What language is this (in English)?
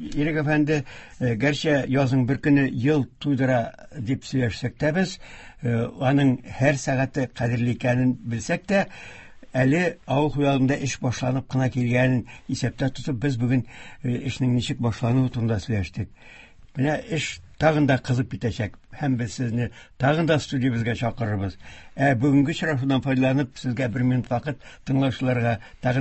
Tatar